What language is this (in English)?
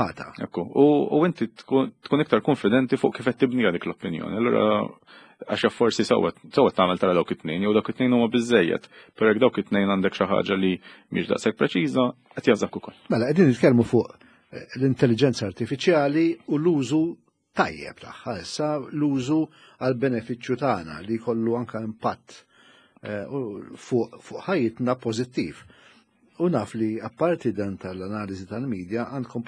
Maltese